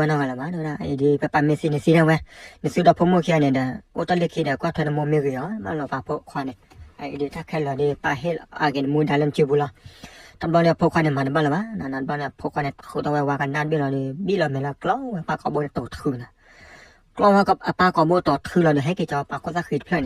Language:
S'gaw Karen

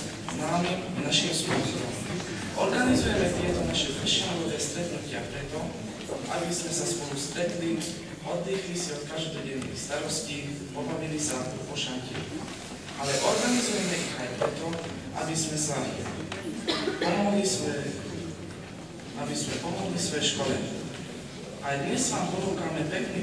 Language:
Slovak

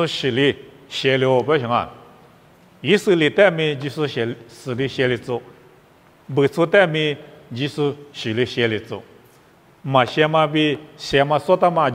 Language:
Lisu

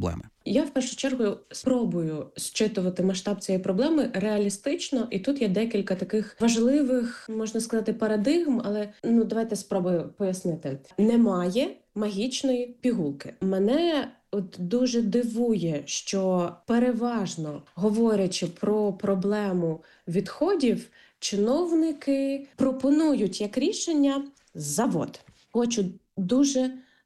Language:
Ukrainian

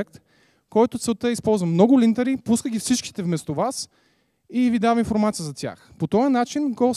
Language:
Bulgarian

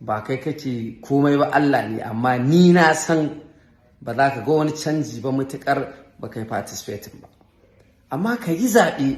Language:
Hausa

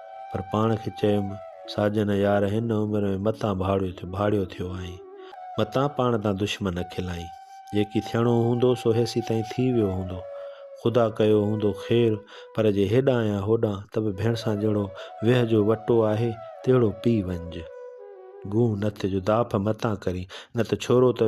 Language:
Sindhi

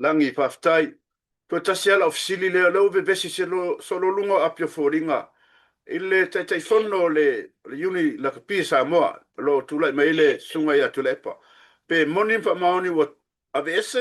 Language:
Samoan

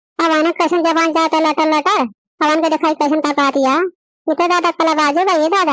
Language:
Bhojpuri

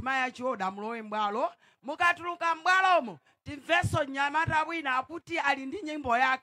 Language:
Nyanja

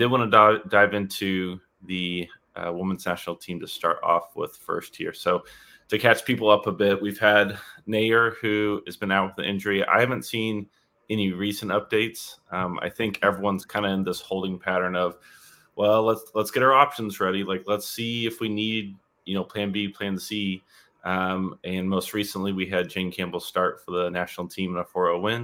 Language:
English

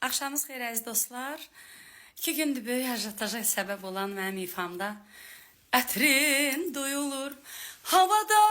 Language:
Azerbaijani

